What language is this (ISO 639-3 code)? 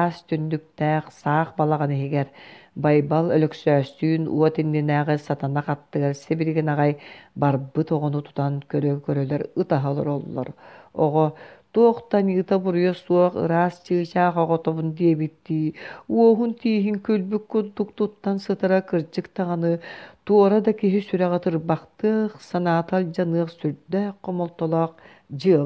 sah